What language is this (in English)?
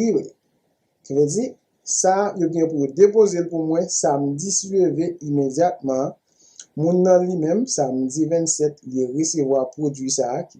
Haitian Creole